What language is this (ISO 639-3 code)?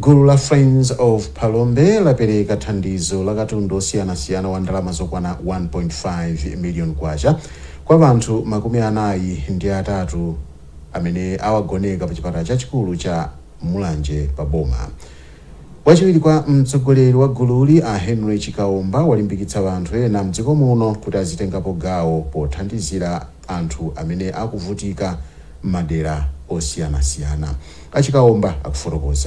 nya